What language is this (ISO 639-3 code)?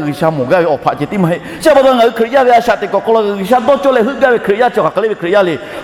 lhu